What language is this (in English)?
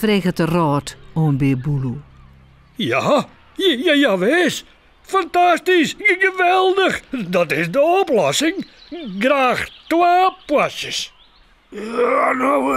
Western Frisian